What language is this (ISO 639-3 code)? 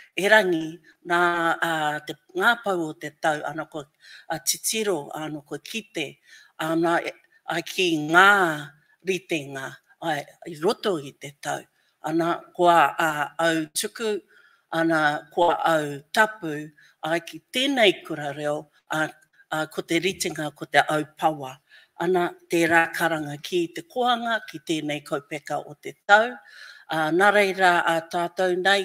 mri